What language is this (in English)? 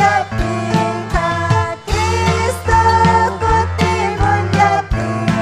Ayacucho Quechua